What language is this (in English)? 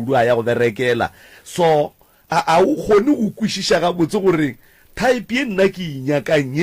Northern Sotho